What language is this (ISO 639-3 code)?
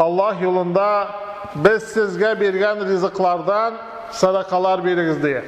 tat